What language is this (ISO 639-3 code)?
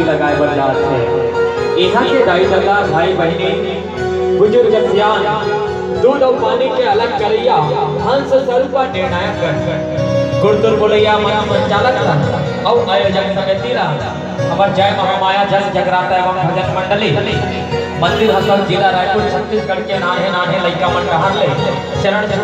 hne